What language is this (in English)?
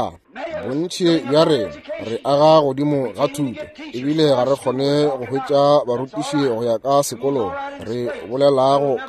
Northern Sotho